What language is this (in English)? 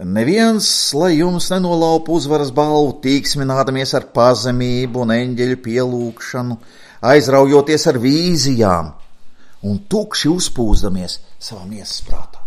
Latvian